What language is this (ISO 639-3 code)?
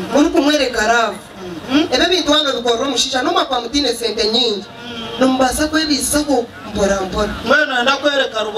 nyn